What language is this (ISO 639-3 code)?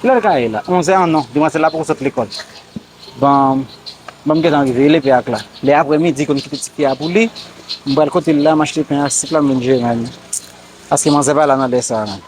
hat